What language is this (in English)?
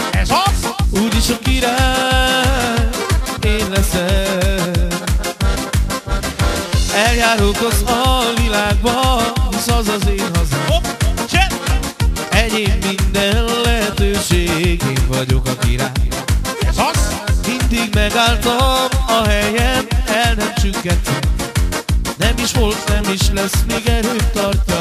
Hungarian